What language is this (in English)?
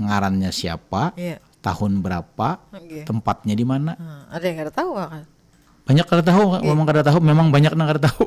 Banjar